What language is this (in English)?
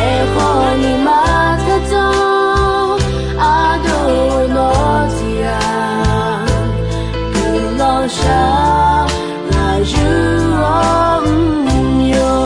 Akha